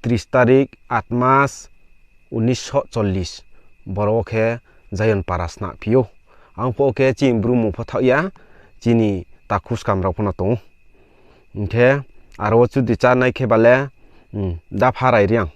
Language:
Riang (India)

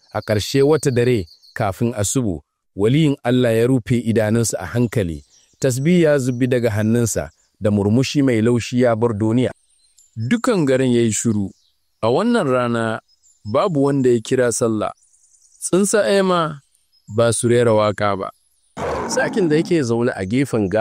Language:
Hausa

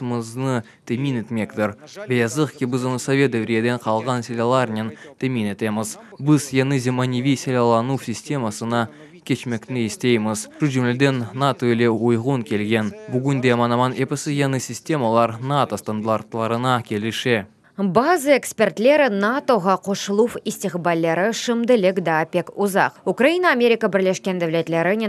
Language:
Crimean Tatar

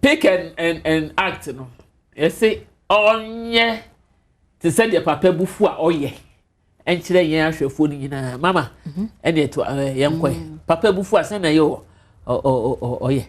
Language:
Akan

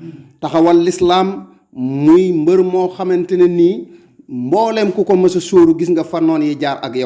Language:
Wolof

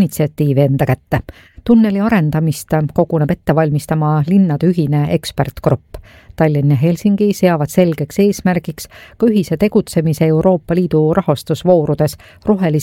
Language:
Estonian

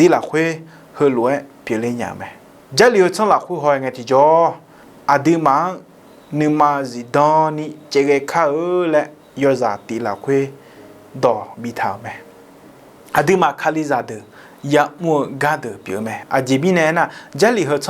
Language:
Akha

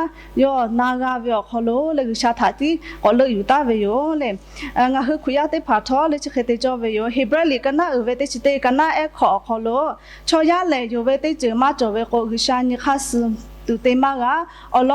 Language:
Lahu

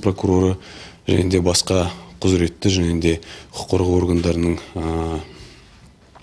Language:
Kazakh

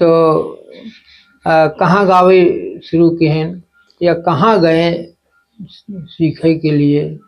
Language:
Awadhi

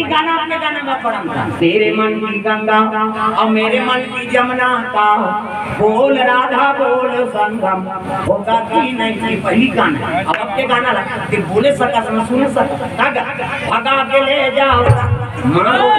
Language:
Chhattisgarhi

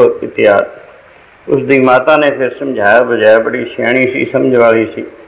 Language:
Punjabi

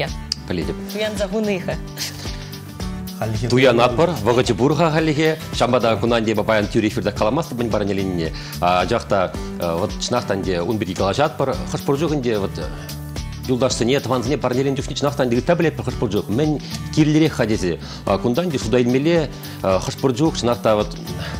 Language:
Chuvash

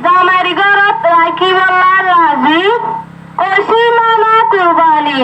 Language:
Rohingya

